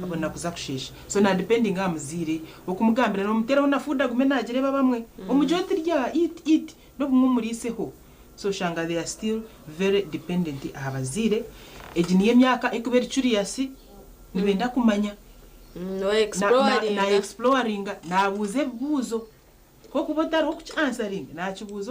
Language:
Nyankole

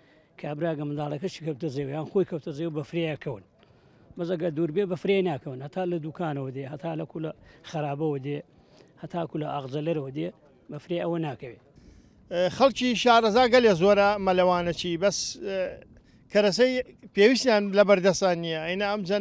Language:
Central Kurdish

